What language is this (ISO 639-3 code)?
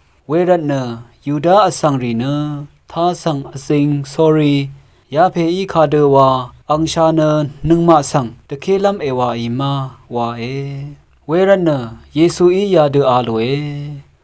raw